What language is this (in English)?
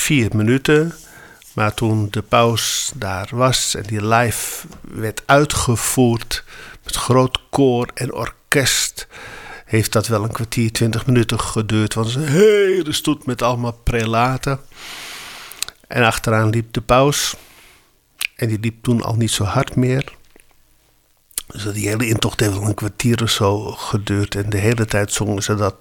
Dutch